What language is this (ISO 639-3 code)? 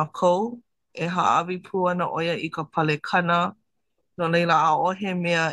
haw